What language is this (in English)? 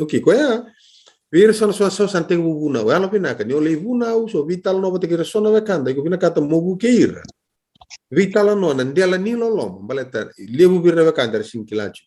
Fijian